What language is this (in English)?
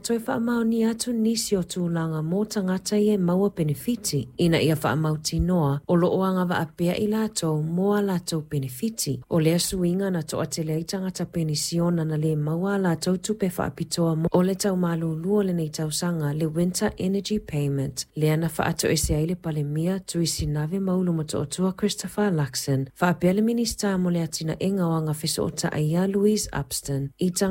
Samoan